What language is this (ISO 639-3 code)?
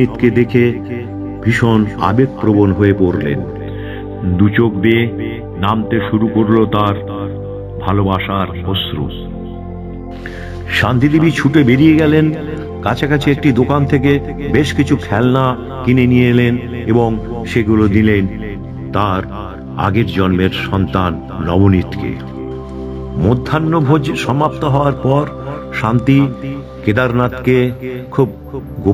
ben